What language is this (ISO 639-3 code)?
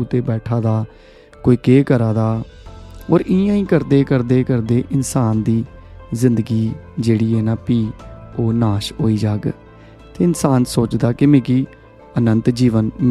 doi